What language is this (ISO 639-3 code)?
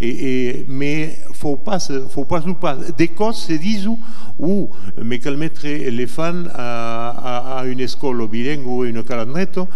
oci